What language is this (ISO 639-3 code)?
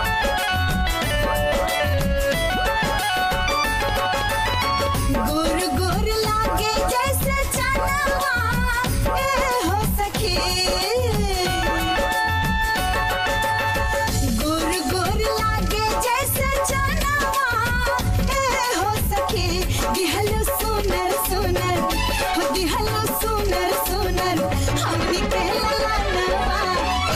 bho